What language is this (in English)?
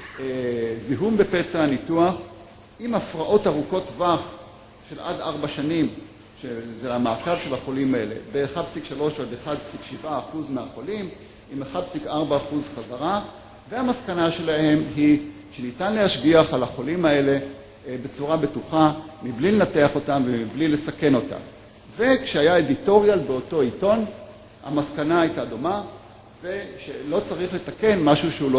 Hebrew